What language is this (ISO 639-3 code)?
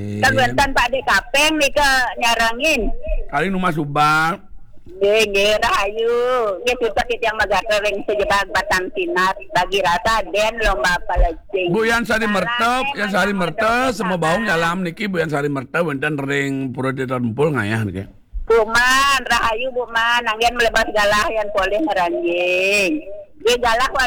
ban